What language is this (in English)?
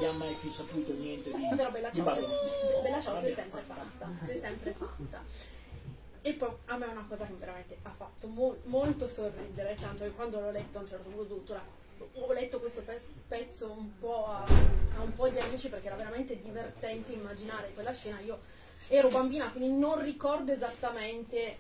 Italian